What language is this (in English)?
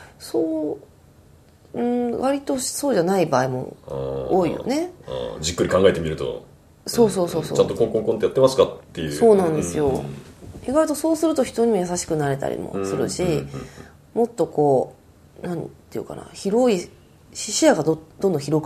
Japanese